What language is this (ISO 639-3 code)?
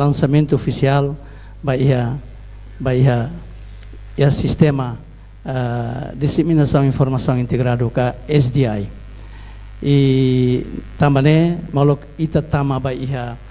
tet